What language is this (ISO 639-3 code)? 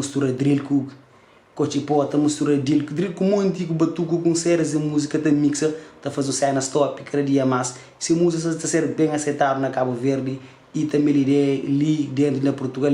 kea